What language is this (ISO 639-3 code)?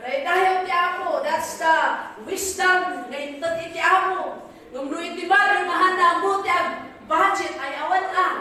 ilo